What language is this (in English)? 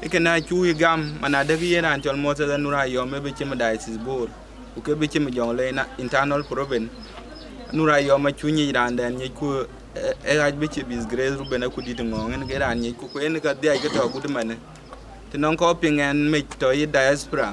Dinka